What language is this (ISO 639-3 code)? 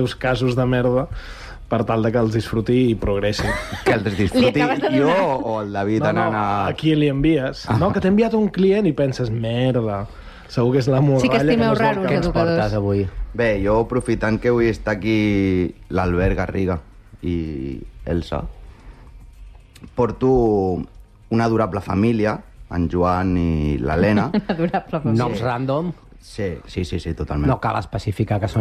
cat